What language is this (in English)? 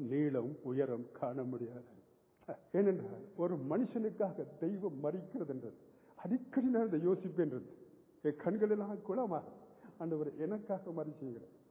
Tamil